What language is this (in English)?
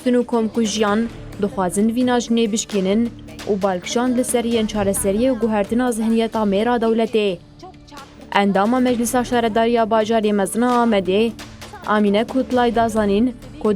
Kurdish